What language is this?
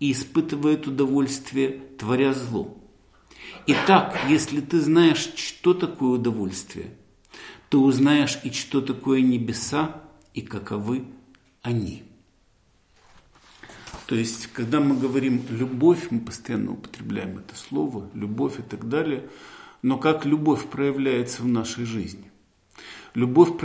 Russian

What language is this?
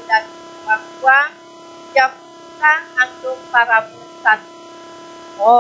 Balinese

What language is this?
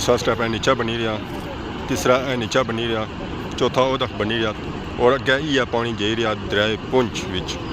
Pahari-Potwari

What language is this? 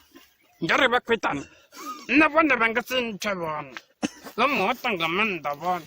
Venda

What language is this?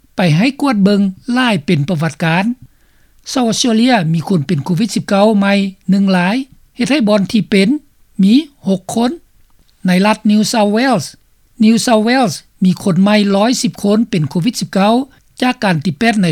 Lao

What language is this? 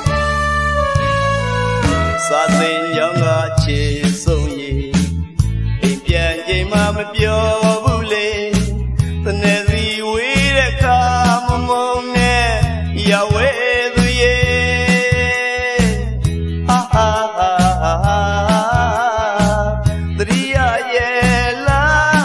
Burmese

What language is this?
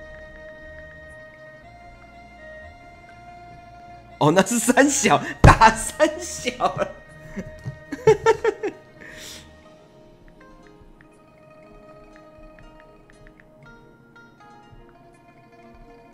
Chinese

